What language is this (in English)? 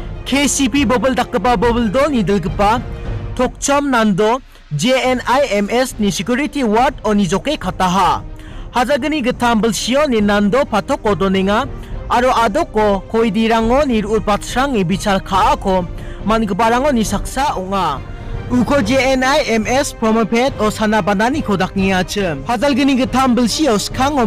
Garo